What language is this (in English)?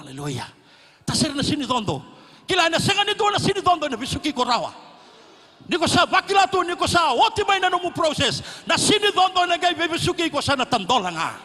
Fijian